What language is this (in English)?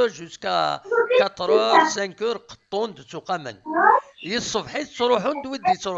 Kabyle